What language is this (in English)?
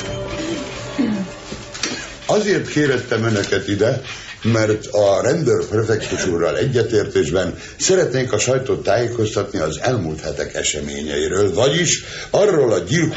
Hungarian